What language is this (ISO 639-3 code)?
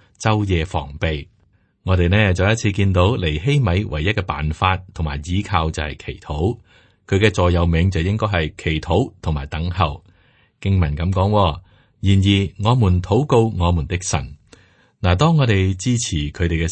yue